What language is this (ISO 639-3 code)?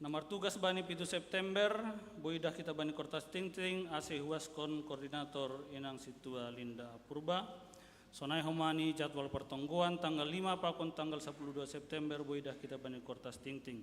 bts